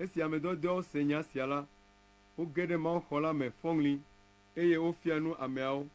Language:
Ewe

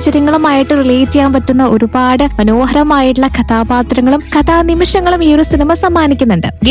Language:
Malayalam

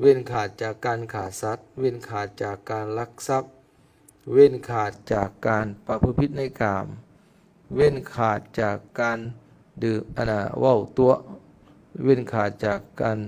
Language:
Lao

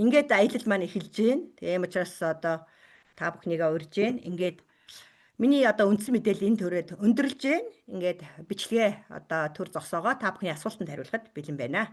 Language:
Mongolian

